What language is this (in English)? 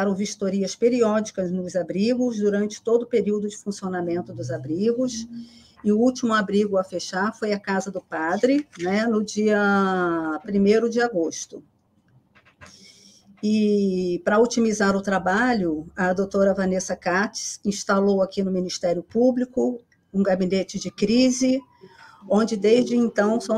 Portuguese